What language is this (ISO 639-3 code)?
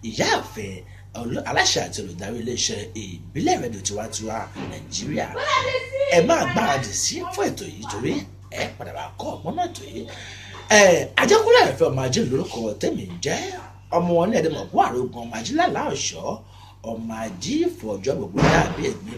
yor